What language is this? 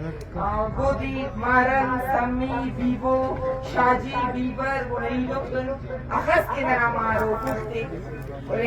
Brahui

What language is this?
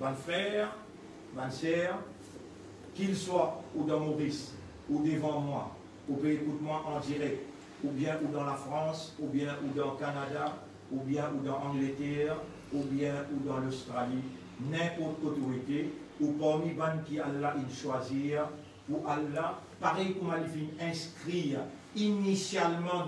Morisyen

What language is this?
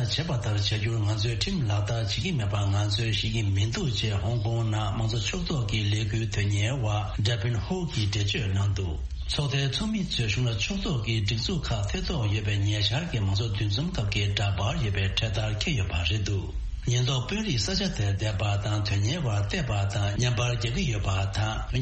Tibetan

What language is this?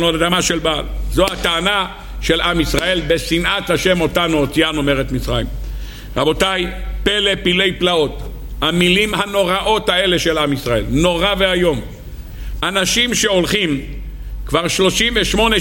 Hebrew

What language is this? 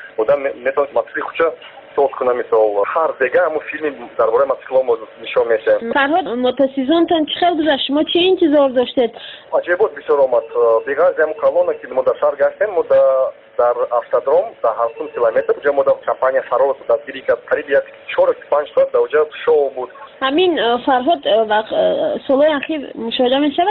Tajik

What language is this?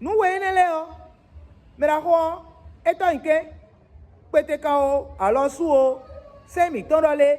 Fon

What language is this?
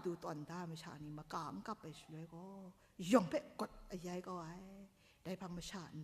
Kachin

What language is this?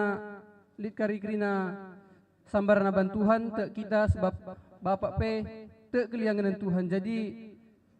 Batak Karo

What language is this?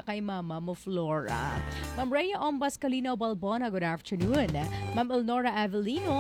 Filipino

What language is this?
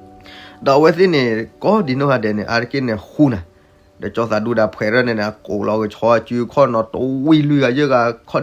S'gaw Karen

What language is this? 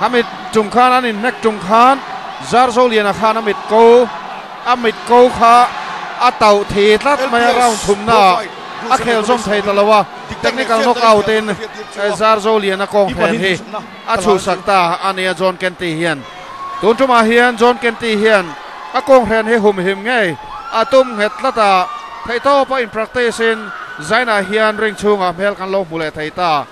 Mizo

